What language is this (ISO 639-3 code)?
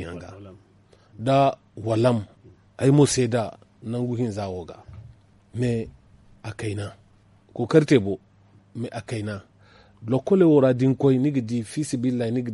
dje